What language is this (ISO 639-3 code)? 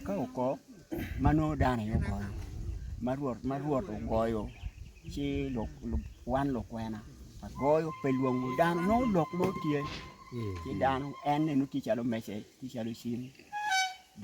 ach